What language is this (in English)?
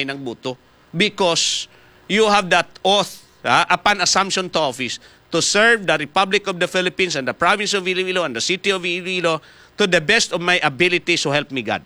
Hiligaynon